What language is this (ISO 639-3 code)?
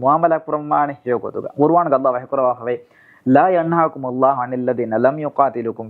div